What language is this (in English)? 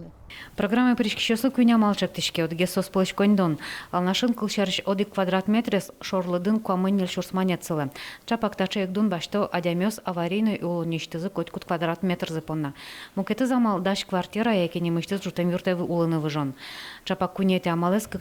Udmurt